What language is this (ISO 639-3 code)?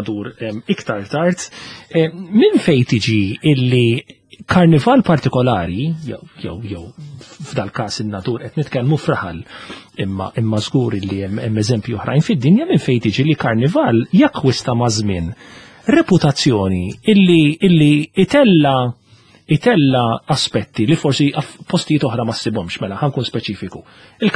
mlt